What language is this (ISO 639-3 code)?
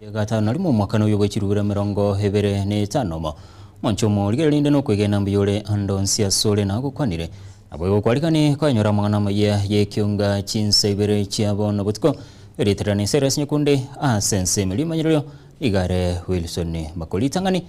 guz